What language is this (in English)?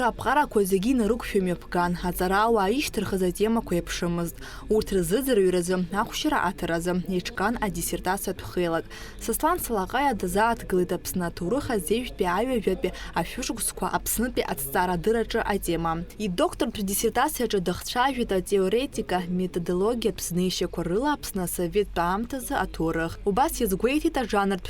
Abkhazian